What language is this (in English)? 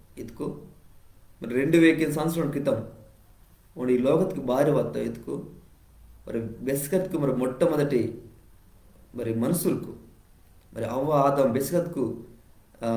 Koya